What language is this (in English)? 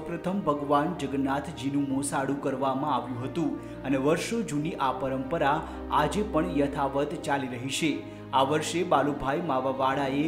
Gujarati